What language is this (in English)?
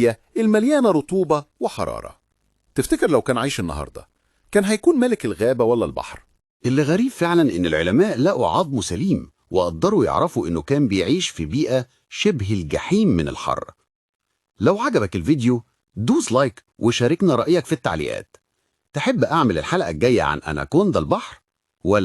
Egyptian Arabic